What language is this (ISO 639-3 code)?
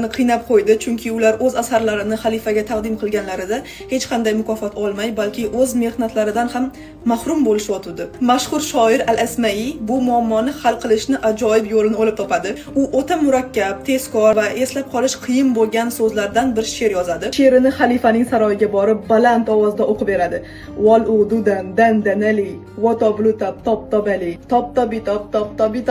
uzb